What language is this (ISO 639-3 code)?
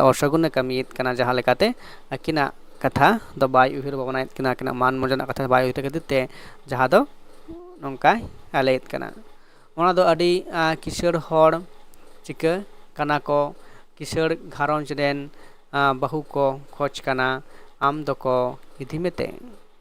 sat